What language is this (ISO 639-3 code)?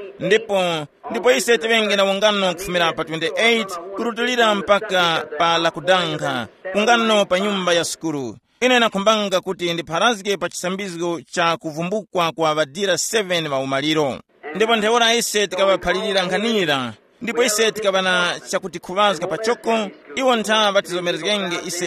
tum